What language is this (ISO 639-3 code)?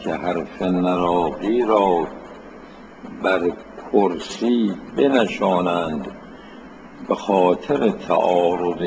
fas